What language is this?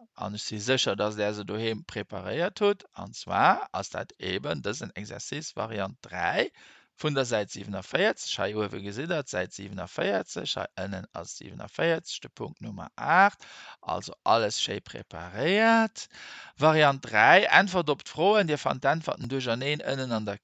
Luxembourgish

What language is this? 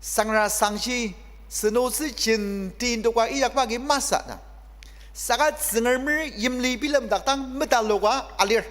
Ao Naga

